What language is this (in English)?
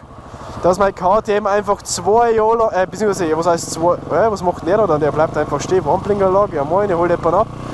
Bavarian